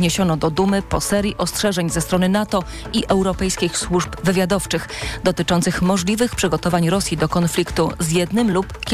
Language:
Polish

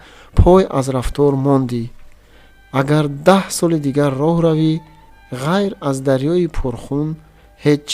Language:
Tajik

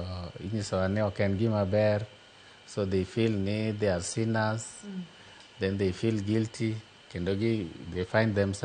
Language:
Luo (Kenya and Tanzania)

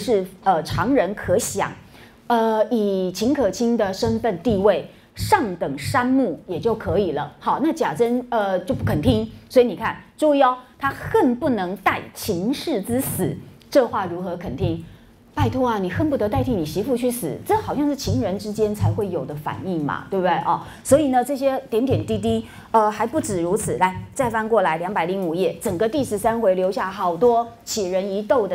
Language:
Chinese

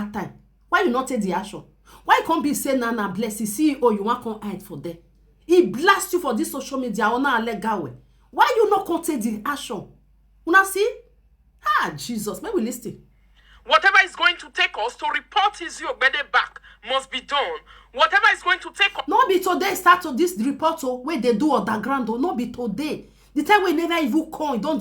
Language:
Nigerian Pidgin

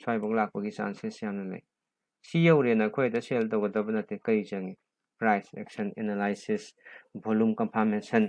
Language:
Manipuri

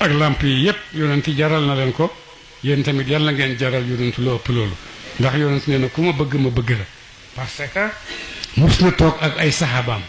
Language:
Wolof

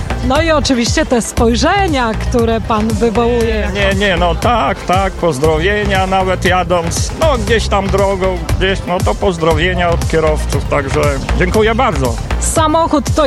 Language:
Polish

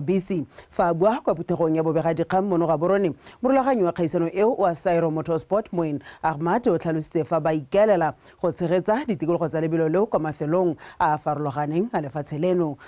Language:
Tswana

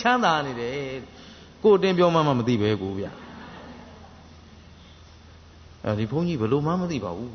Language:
Burmese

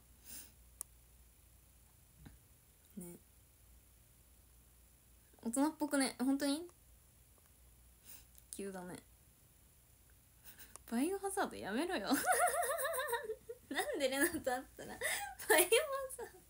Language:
Japanese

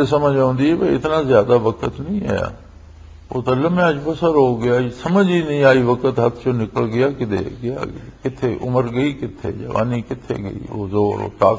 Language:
Western Panjabi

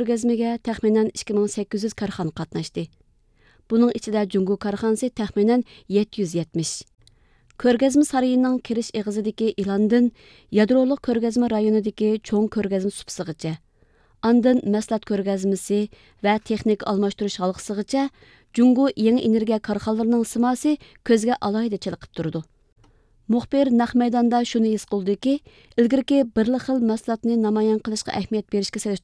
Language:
Uyghur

